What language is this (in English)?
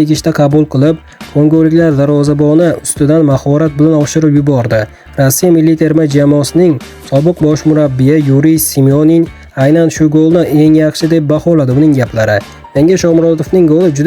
Uzbek